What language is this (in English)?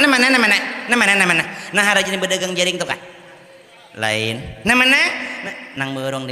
Banjar